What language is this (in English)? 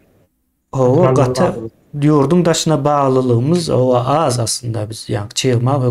Turkmen